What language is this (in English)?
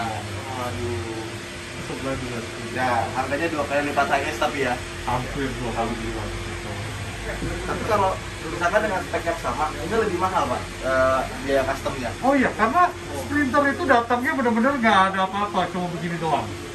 Indonesian